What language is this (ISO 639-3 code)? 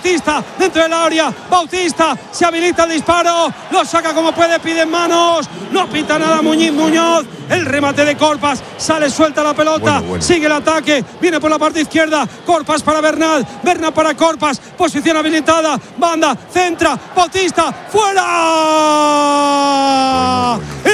spa